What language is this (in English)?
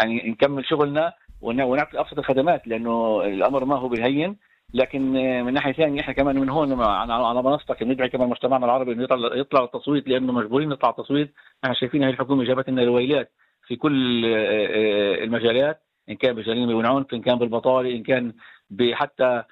North Levantine Arabic